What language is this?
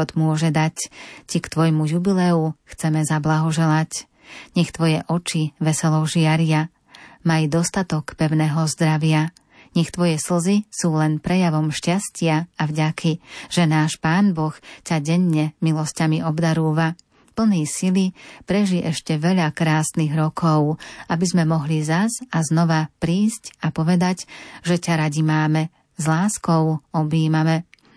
Slovak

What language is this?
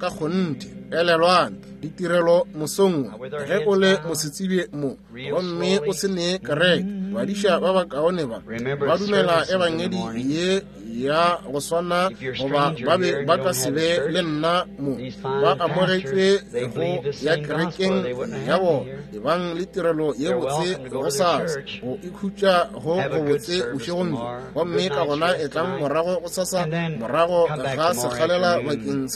Northern Sotho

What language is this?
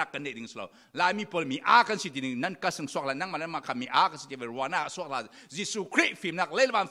Falam Chin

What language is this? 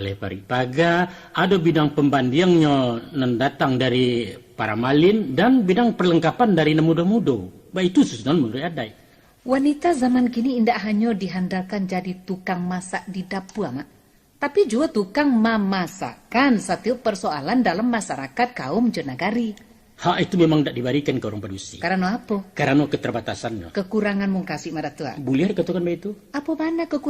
Minangkabau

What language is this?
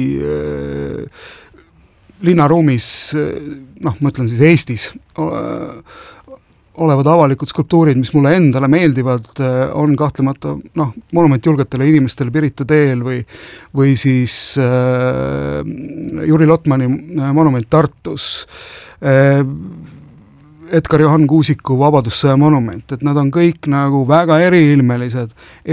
Estonian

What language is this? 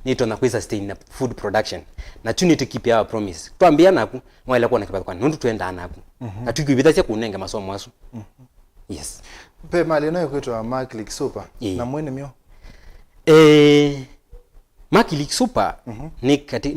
Kamba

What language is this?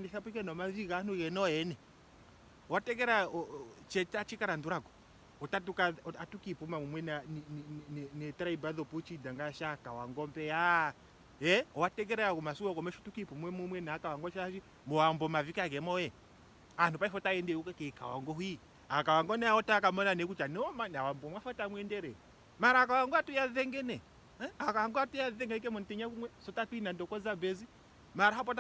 Ndonga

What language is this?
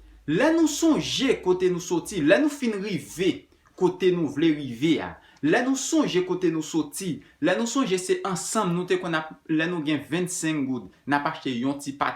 Haitian Creole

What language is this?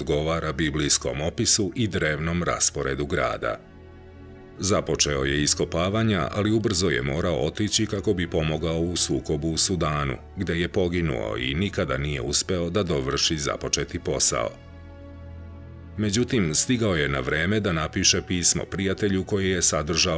Serbian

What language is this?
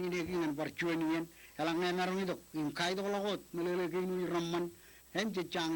Marshallese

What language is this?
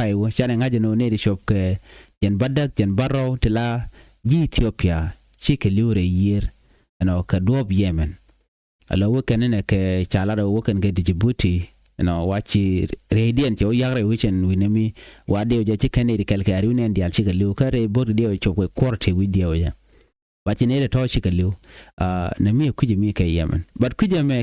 Nuer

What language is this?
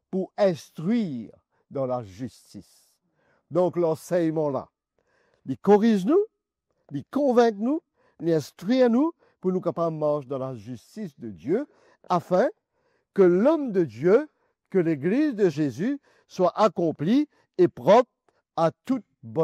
Morisyen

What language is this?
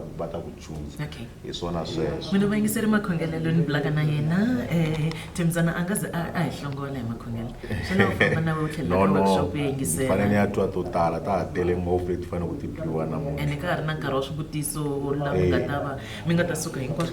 Tsonga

